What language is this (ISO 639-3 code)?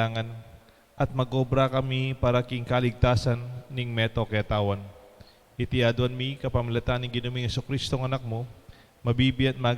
pam